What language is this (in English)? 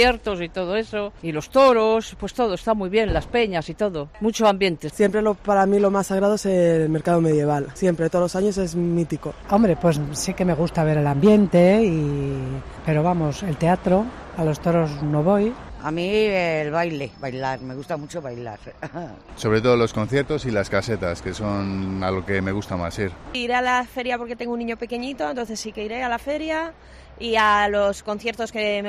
Spanish